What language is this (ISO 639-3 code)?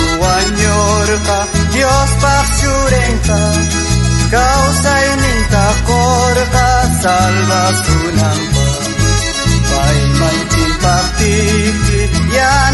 quh